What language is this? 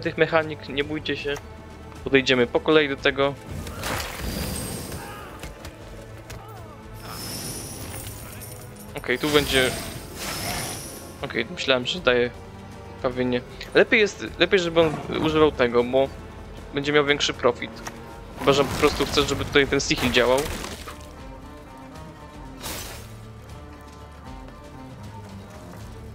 Polish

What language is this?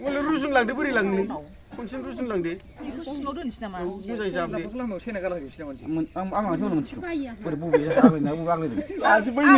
Bodo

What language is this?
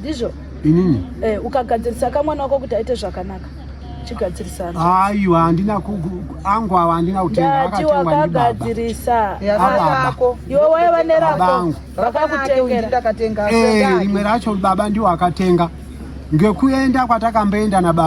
Shona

